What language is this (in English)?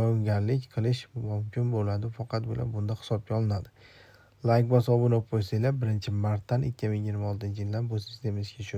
Uzbek